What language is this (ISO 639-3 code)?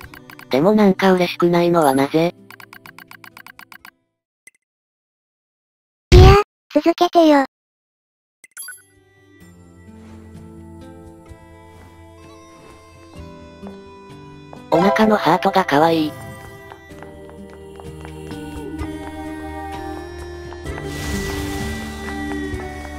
jpn